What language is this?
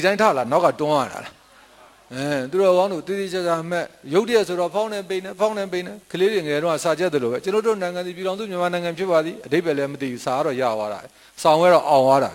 Burmese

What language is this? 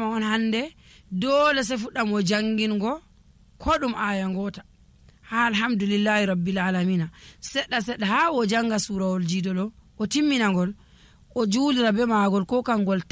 Nigerian Fulfulde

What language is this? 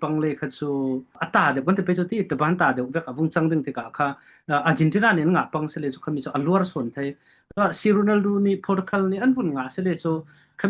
Falam Chin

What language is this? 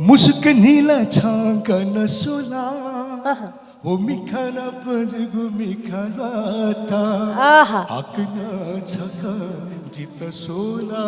Newari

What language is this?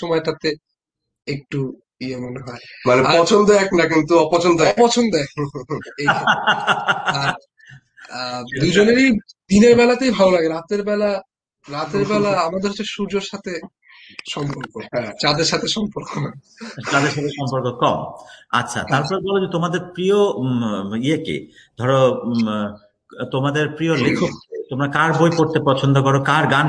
Bangla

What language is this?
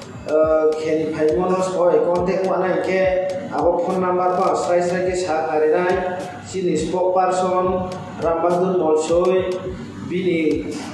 Riang (India)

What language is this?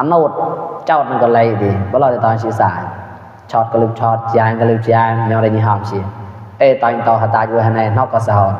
Mon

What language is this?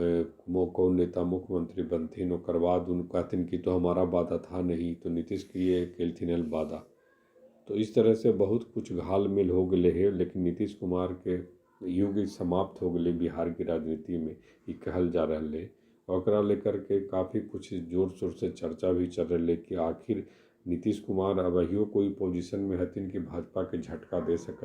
Magahi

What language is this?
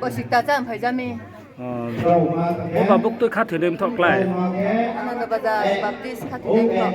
Riang (India)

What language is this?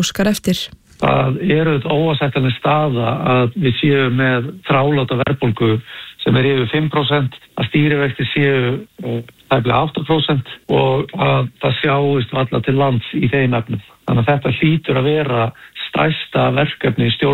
Icelandic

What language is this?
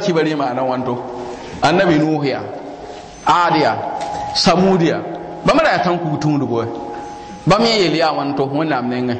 Mossi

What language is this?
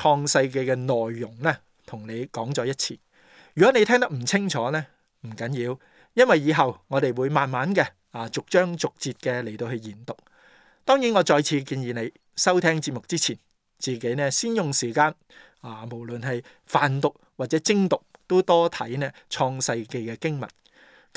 Cantonese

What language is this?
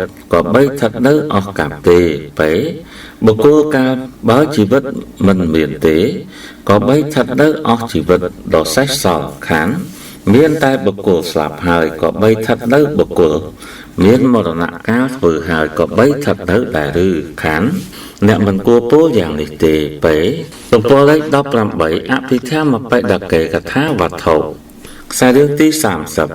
Khmer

